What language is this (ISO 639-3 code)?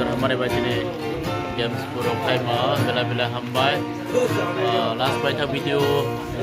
trp